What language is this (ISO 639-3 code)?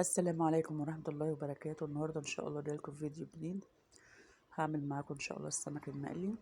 arz